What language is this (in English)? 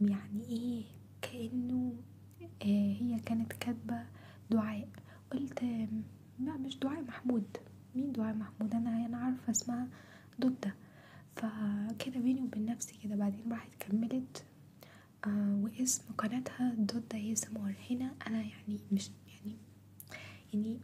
Egyptian Arabic